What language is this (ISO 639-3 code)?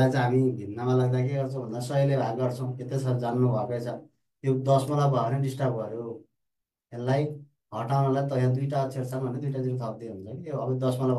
nep